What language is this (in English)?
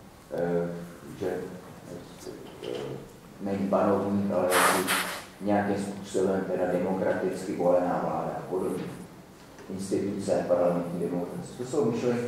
Czech